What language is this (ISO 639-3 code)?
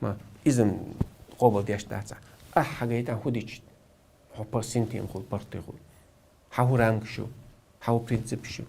che